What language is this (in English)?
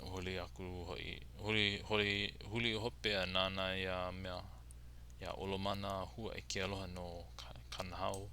Hawaiian